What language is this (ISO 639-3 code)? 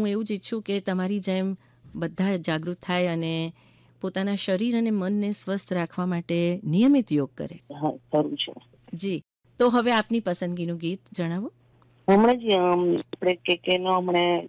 guj